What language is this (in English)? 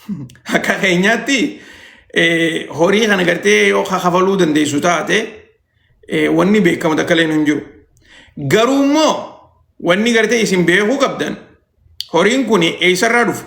Oromo